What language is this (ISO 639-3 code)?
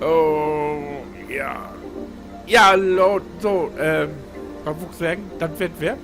nds